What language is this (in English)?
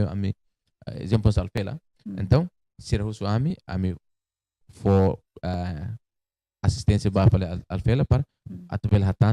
Tetum